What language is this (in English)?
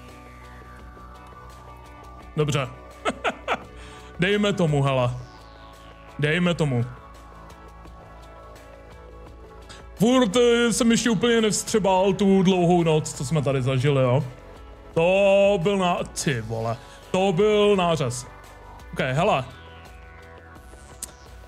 Czech